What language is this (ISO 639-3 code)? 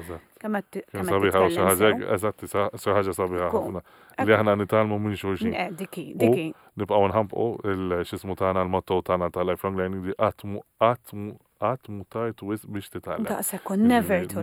mlt